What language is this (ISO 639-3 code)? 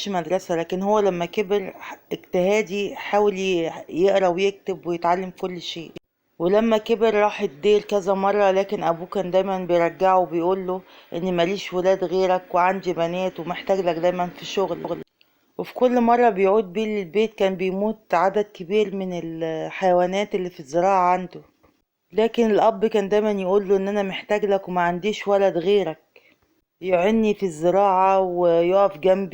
arz